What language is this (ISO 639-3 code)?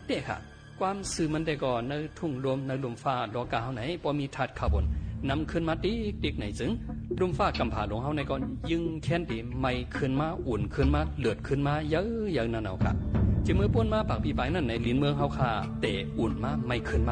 shn